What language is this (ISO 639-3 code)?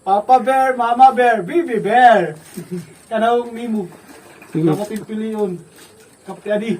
war